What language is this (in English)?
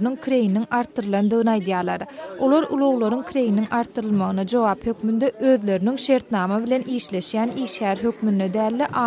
Turkmen